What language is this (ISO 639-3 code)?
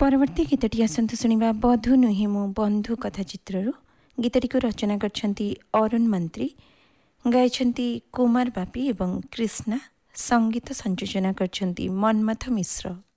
ori